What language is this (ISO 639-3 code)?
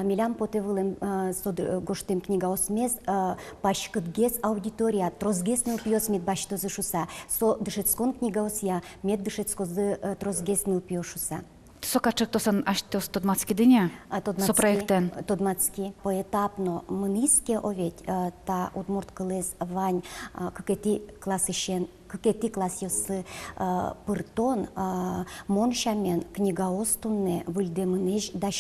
udm